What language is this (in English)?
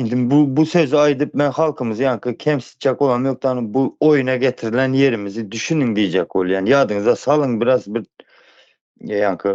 Turkmen